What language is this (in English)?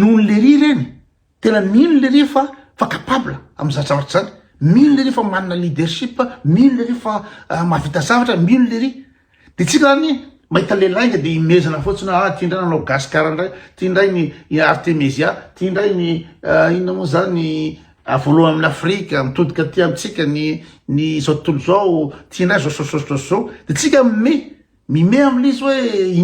Malagasy